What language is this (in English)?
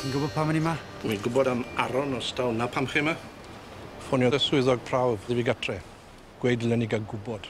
Welsh